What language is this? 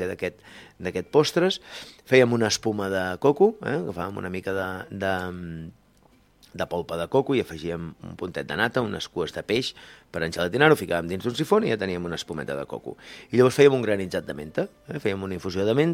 Catalan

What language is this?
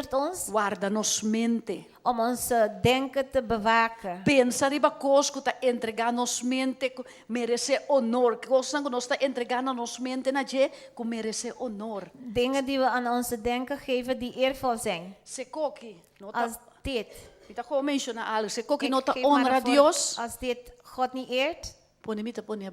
Papiamento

